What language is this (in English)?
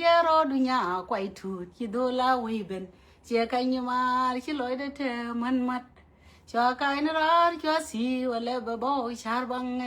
Nuer